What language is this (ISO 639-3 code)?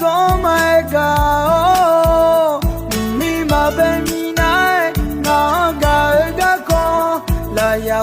ahk